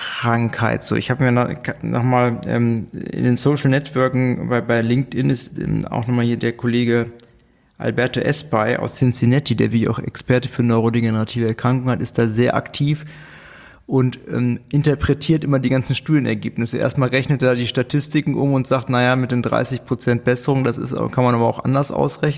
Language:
German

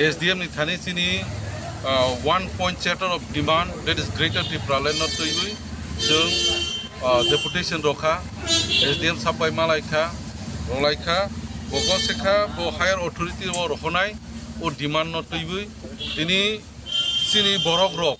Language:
Kok Borok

